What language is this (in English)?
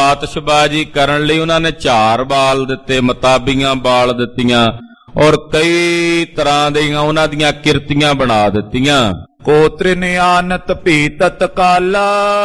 Punjabi